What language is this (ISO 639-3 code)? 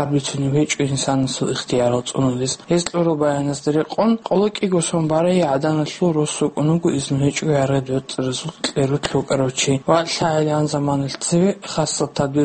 ava